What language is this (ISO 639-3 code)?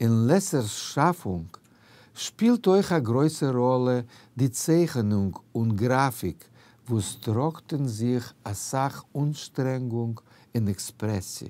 yid